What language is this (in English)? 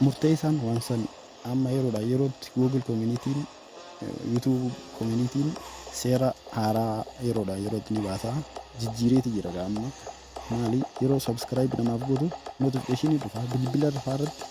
Oromo